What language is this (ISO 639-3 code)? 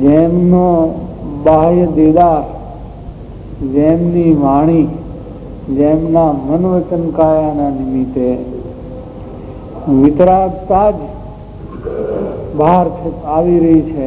guj